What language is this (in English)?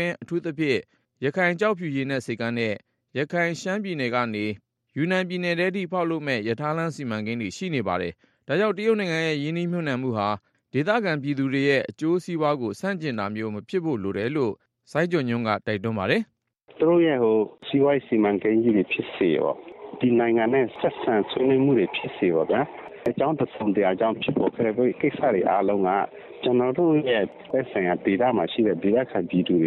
Burmese